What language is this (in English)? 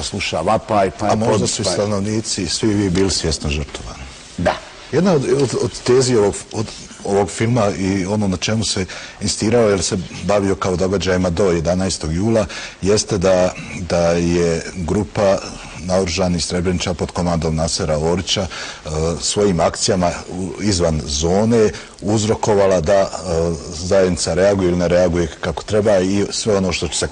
Bosnian